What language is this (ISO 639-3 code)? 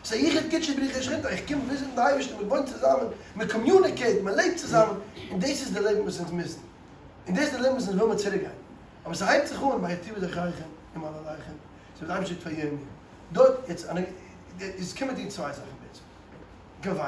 yid